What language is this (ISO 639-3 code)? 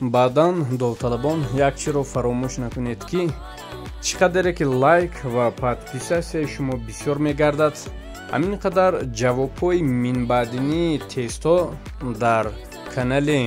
tgk